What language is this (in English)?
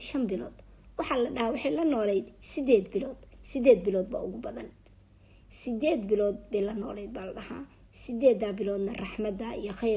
Somali